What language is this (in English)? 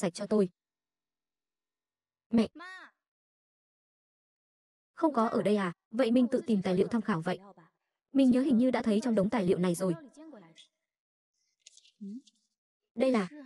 Vietnamese